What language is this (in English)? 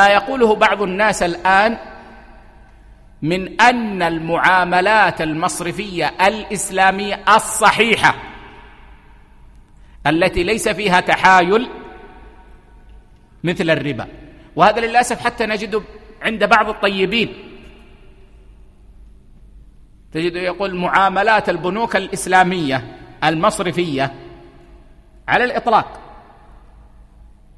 Arabic